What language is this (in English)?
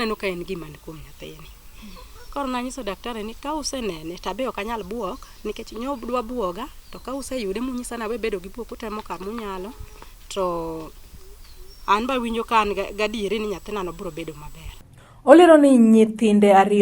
Luo (Kenya and Tanzania)